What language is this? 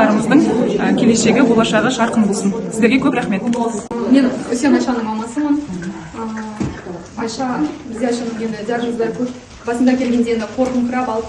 Kazakh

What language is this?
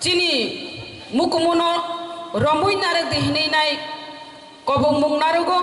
Kok Borok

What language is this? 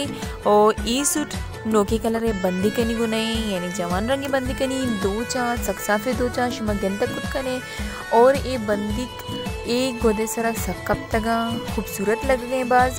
Baluchi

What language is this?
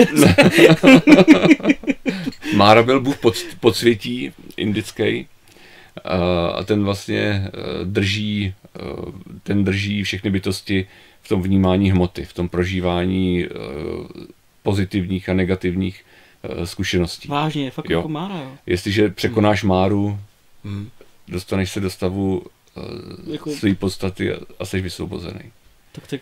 Czech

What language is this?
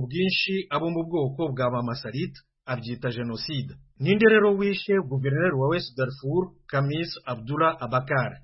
Kinyarwanda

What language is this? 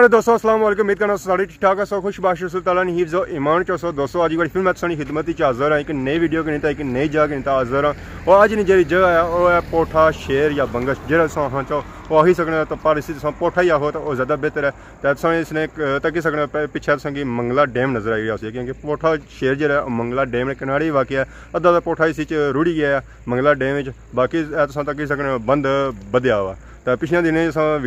Pahari-Potwari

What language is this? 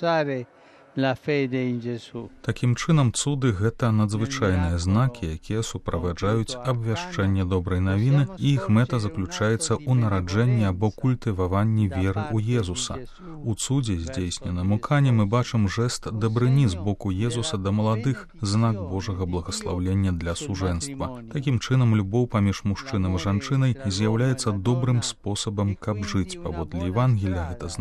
Belarusian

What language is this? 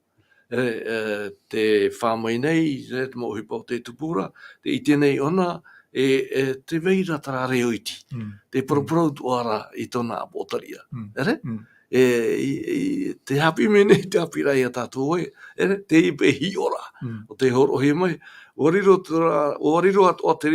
Tahitian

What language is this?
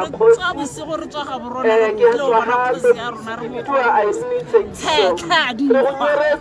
Tswana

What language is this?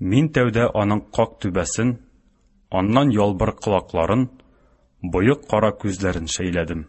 Tatar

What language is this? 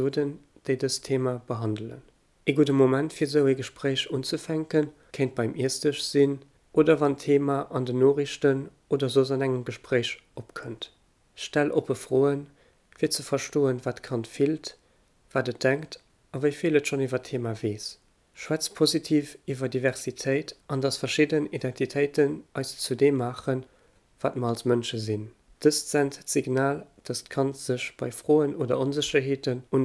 Luxembourgish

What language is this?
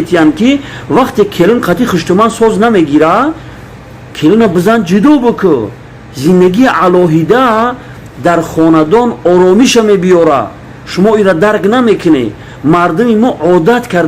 Tajik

